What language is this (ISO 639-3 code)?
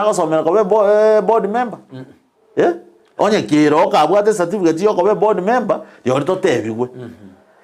guz